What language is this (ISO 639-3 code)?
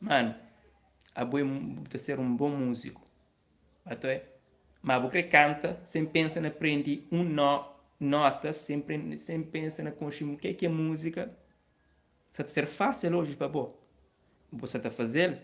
kea